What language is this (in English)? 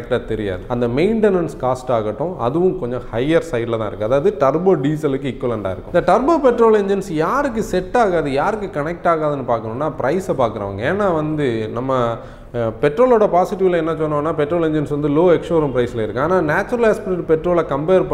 Tamil